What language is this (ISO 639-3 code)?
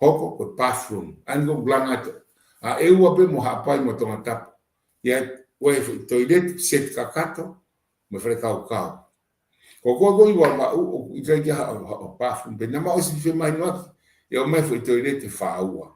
ton